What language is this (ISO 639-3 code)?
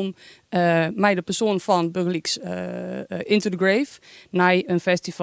fry